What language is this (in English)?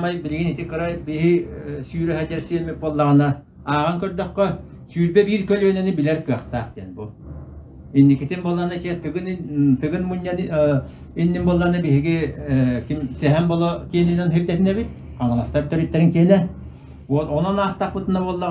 Yakut